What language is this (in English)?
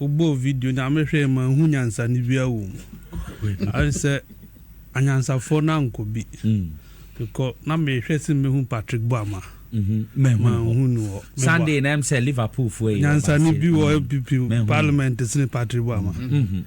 Akan